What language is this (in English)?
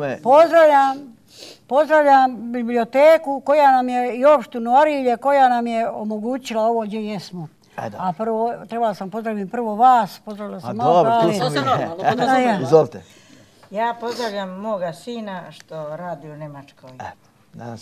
Serbian